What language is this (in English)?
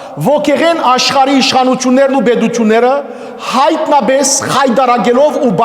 Western Armenian